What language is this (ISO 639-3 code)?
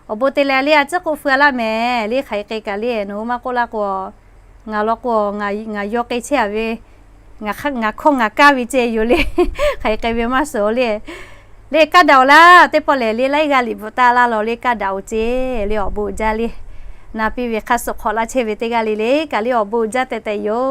lhu